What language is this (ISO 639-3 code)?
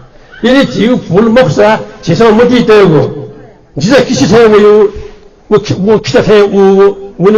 new